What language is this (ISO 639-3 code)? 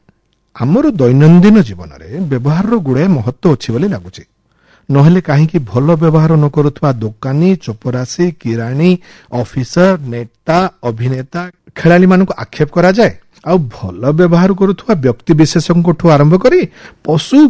ori